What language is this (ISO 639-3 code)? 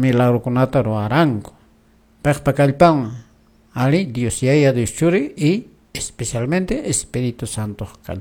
que